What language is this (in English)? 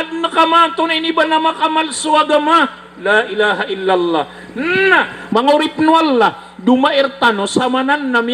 Maranao